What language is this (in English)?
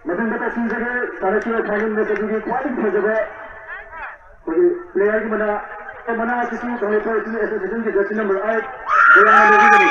Manipuri